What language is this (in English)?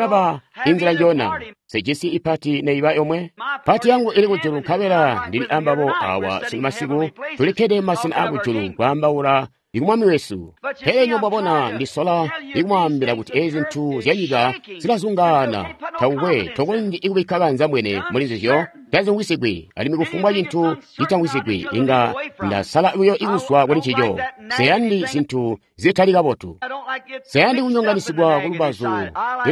Tonga (Zambia)